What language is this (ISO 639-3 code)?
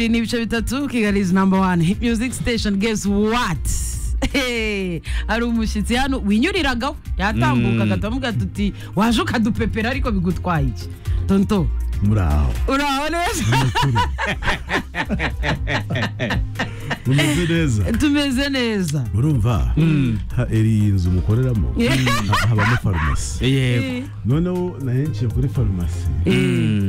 kin